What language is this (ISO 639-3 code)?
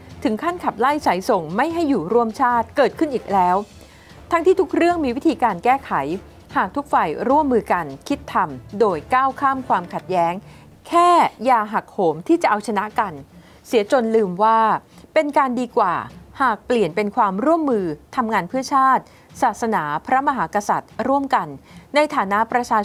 tha